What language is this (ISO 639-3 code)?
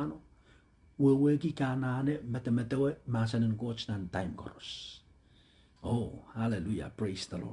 pon